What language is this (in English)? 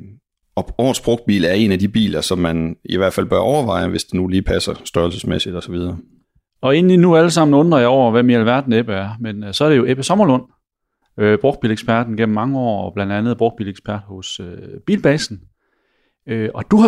Danish